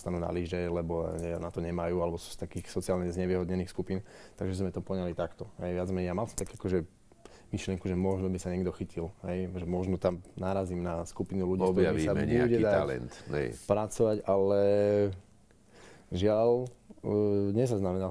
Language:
Slovak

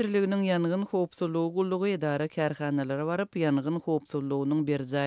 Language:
Turkmen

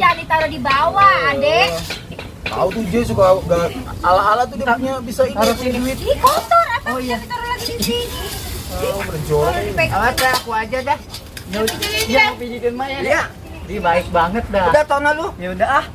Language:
Betawi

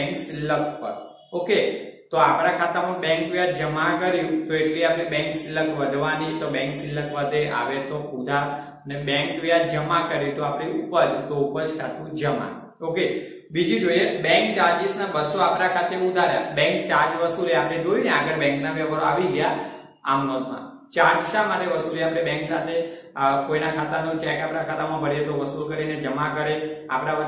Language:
Gujarati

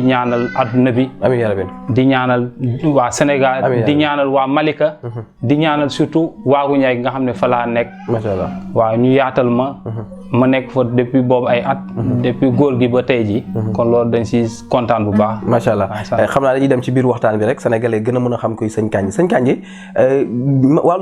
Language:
Wolof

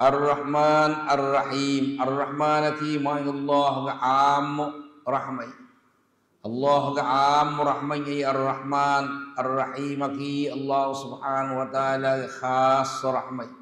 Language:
Divehi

